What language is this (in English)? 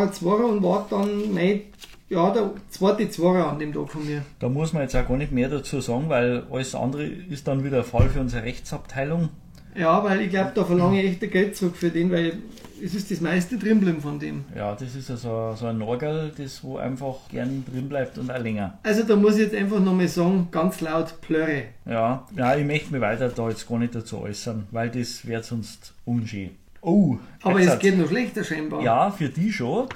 Bavarian